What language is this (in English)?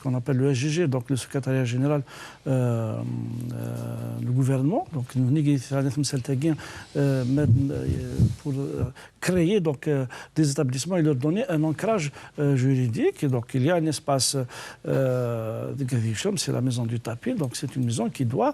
Kabyle